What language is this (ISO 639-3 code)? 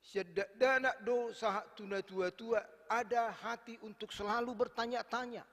bbc